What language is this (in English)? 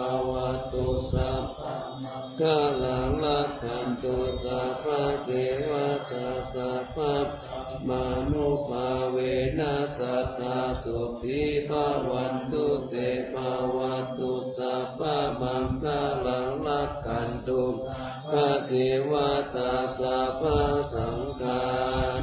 Pali